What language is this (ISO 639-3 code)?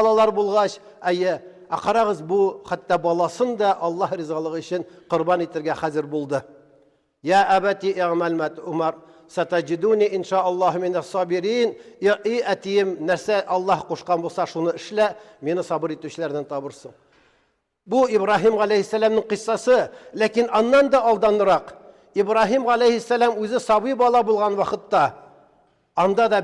tat